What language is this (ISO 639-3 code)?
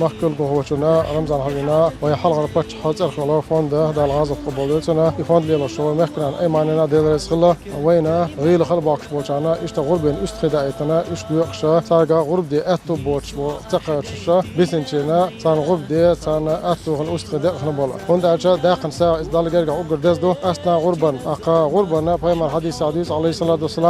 che